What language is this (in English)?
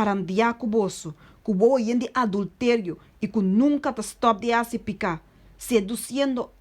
Papiamento